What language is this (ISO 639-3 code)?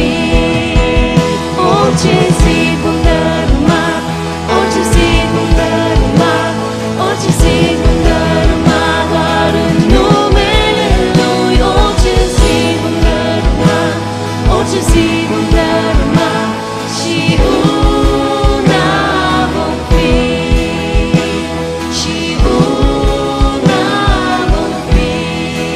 ron